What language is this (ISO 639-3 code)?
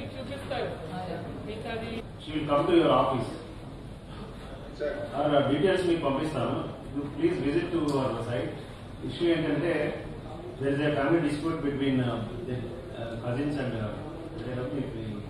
tel